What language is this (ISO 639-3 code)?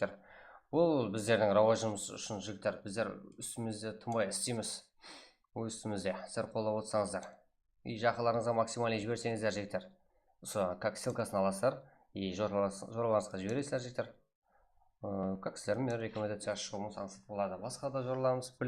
kaa